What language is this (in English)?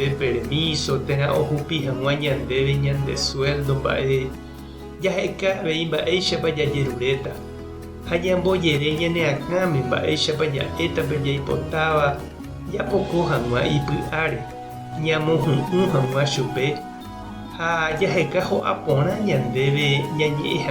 Guarani